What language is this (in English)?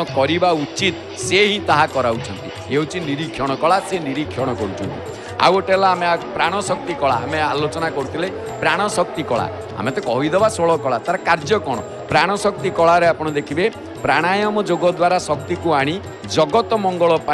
Odia